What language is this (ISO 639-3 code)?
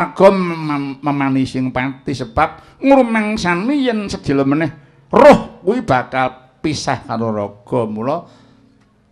jav